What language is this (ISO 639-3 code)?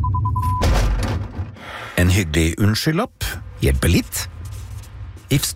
nor